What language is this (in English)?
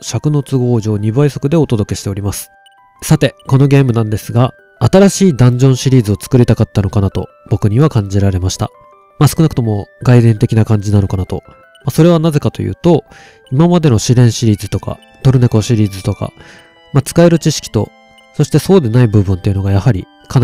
Japanese